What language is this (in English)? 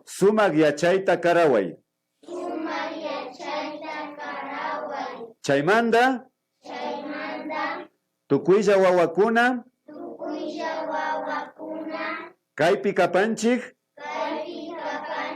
Imbabura Highland Quichua